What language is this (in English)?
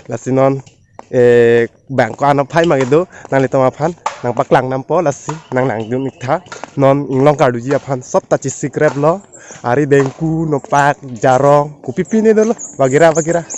Karbi